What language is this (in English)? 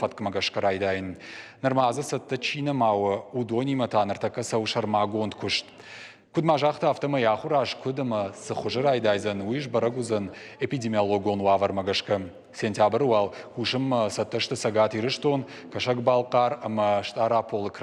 Ossetic